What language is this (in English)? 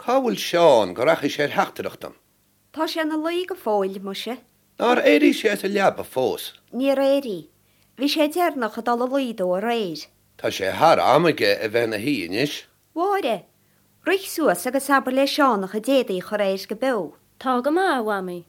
Irish